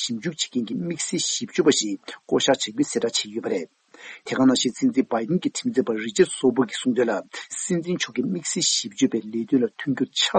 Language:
Tibetan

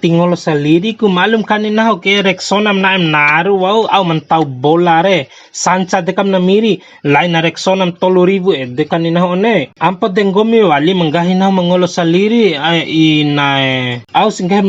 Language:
Bima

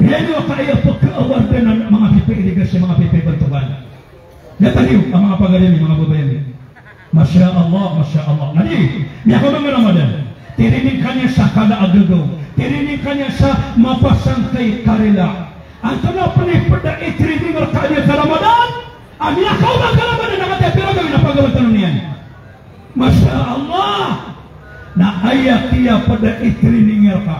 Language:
Maranao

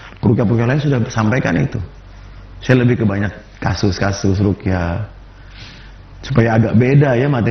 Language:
Indonesian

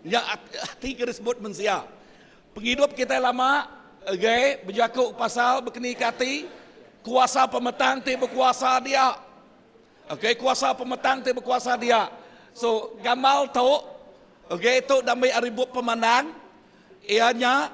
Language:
Iban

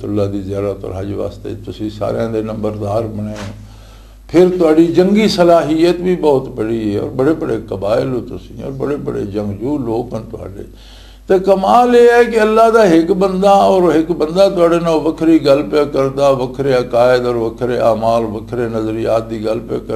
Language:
Western Panjabi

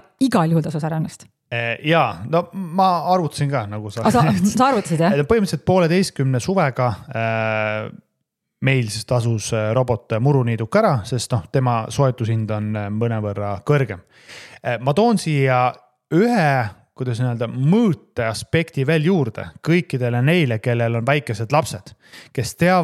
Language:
Estonian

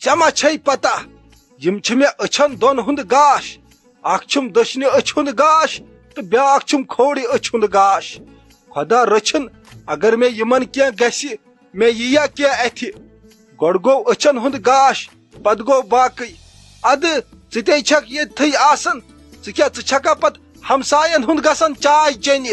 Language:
Kashmiri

